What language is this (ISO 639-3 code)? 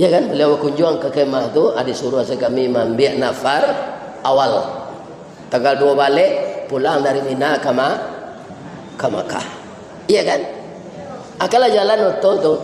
min